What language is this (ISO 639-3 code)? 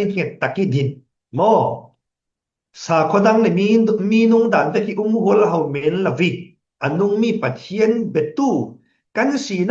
cfm